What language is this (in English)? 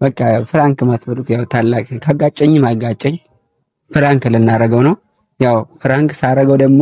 Amharic